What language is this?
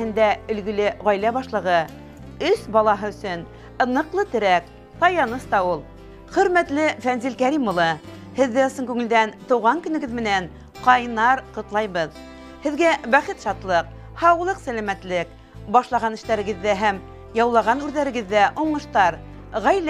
Bashkir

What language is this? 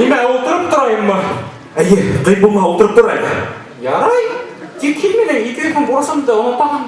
Bashkir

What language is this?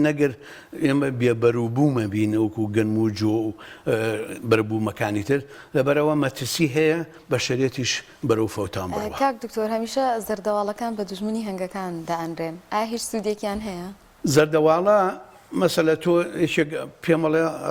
Central Kurdish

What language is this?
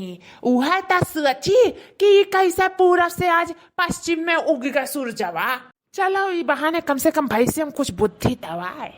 Awadhi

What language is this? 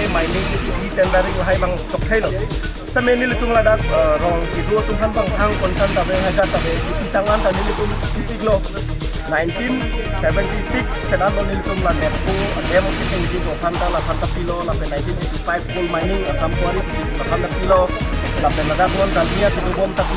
Karbi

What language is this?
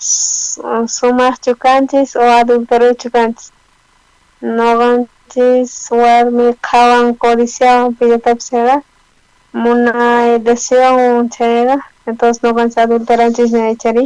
South Bolivian Quechua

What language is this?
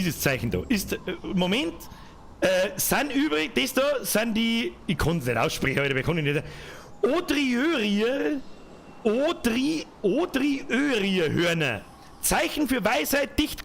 Bavarian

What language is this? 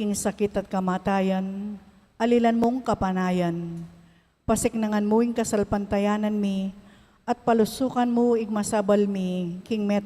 Pampanga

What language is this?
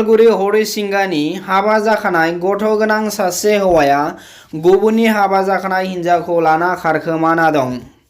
Bodo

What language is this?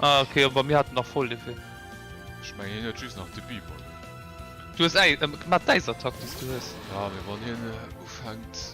Luxembourgish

